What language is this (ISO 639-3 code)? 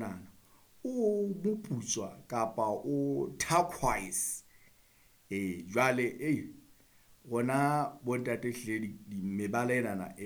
sot